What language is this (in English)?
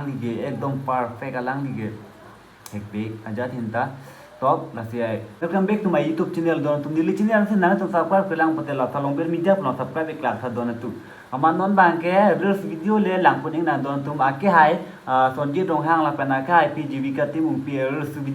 Karbi